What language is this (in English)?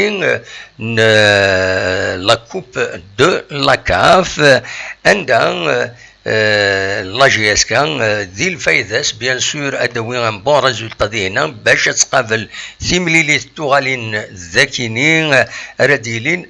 Kabyle